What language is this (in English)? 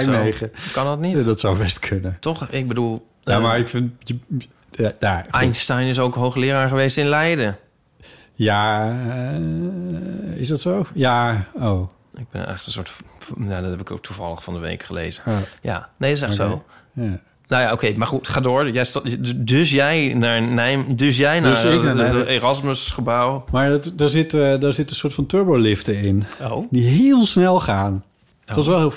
Dutch